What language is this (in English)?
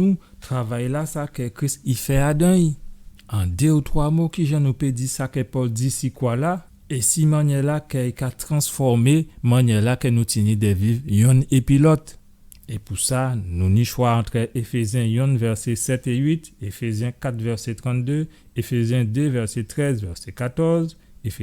Guadeloupean Creole French